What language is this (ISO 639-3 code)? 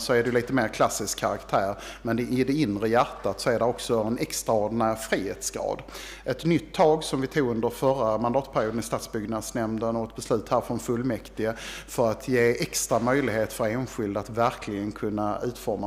swe